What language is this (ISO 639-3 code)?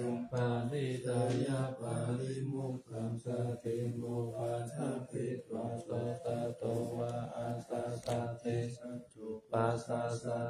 pli